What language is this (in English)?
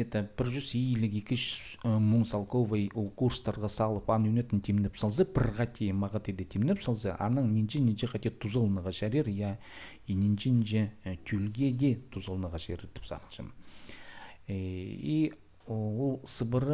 Khakas